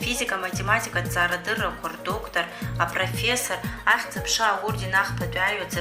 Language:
Abkhazian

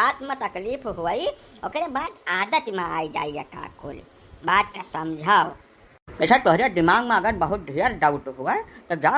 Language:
Awadhi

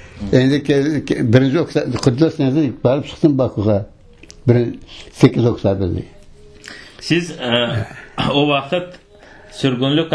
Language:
Crimean Tatar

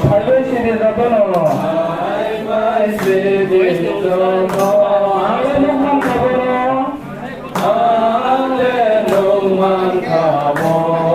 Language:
Kok Borok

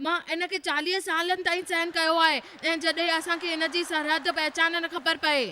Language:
Sindhi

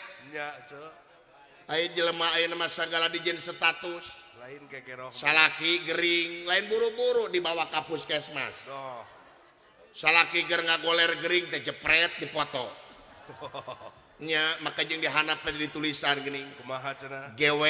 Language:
Sundanese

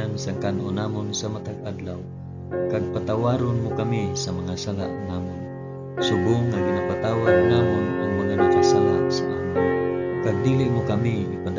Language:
Hiligaynon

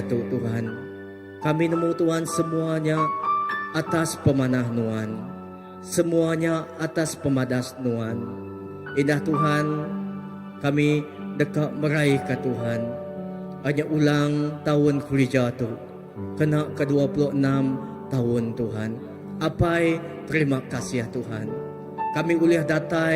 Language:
Iban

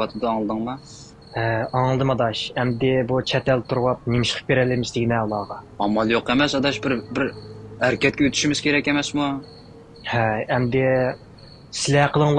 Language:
Uyghur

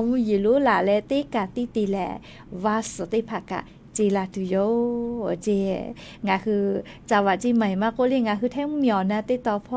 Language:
Lahu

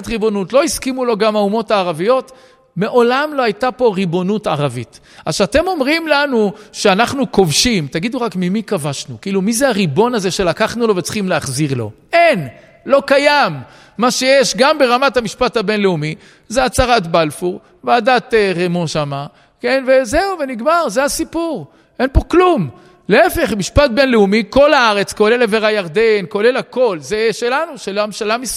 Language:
Hebrew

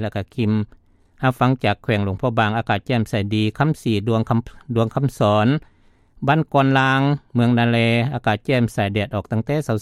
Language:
Lao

